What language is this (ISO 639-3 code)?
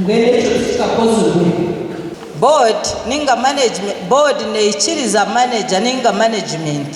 nyn